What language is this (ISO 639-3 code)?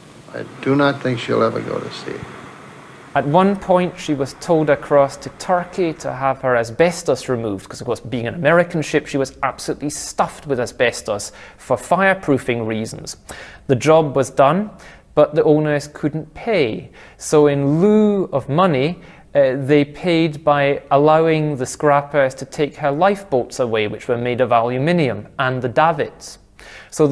eng